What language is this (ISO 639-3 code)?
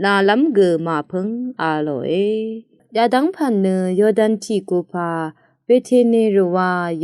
raw